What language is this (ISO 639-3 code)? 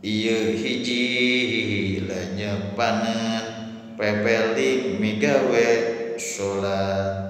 sun